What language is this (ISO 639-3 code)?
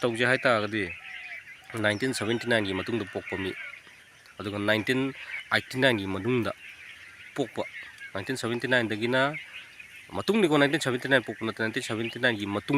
mni